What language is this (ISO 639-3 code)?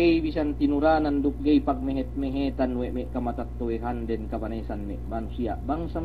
yka